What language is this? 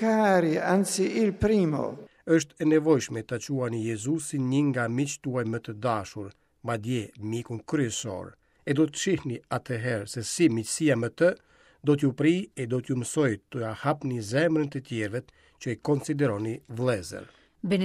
Albanian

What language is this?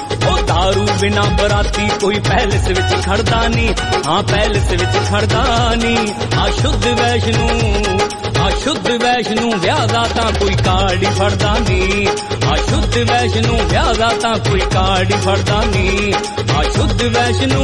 Punjabi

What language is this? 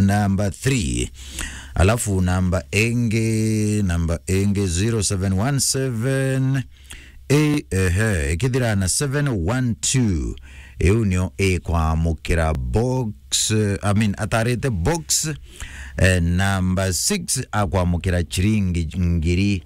Meru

